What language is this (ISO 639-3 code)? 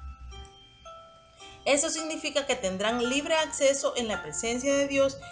spa